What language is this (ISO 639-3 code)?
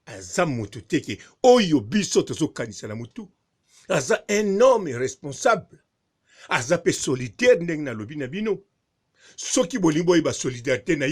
lin